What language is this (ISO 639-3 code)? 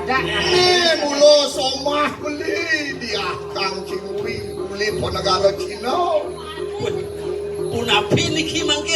ban